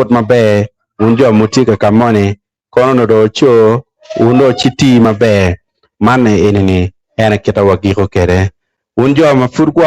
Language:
Acoli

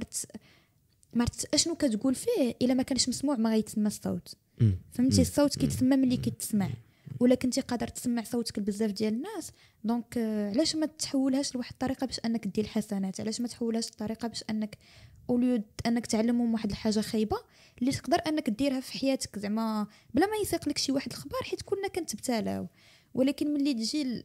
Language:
Moroccan Arabic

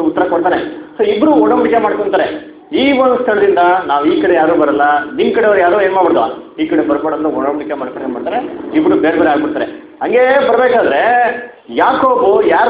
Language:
Kannada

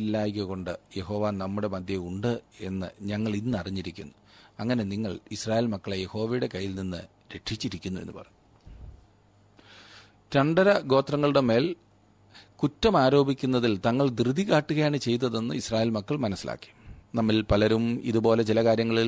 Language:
Malayalam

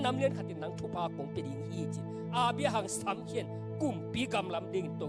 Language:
Tedim Chin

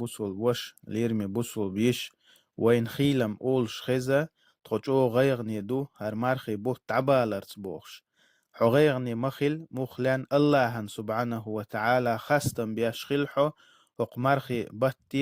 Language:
Chechen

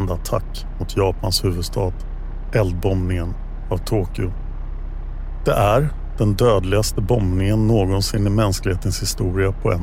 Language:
Swedish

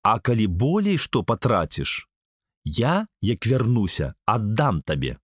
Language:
Belarusian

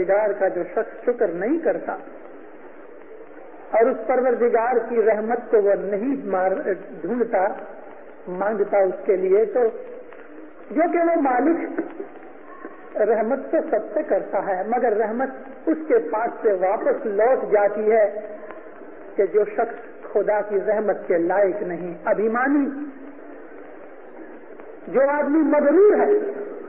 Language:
Urdu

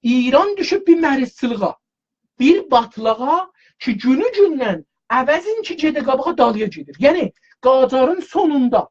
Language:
South Azerbaijani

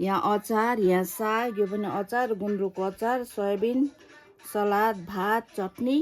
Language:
Nepali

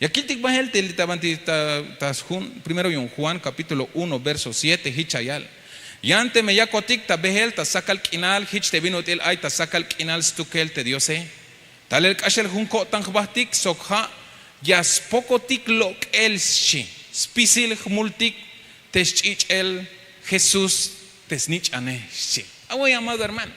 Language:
Tzeltal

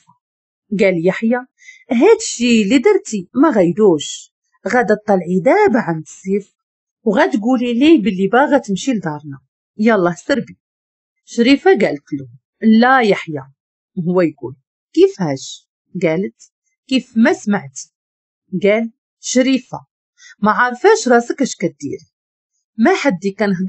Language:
Moroccan Arabic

